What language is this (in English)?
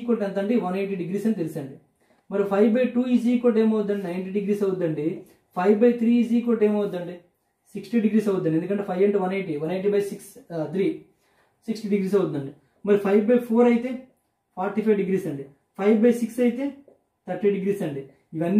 Telugu